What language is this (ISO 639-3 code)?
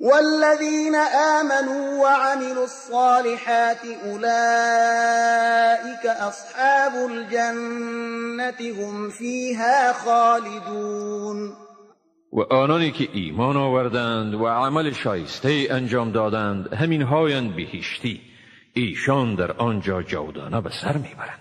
tgk